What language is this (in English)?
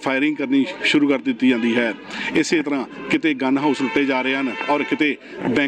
Punjabi